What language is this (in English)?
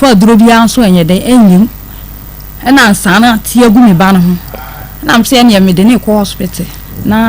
Akan